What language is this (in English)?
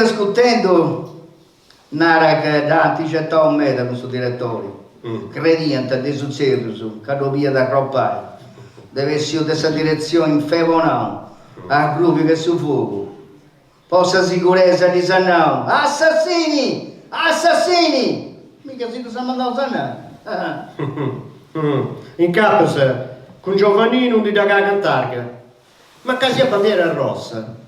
Sardinian